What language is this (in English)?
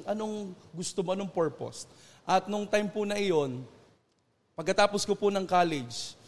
Filipino